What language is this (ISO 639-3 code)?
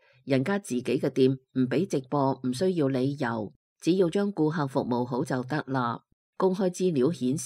yue